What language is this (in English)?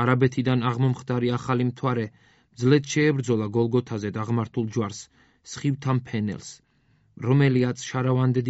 Georgian